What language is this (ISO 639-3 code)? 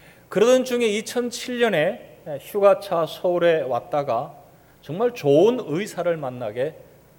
kor